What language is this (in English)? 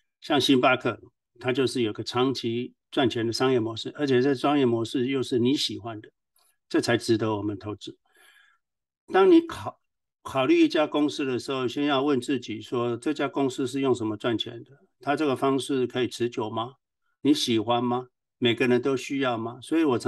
Chinese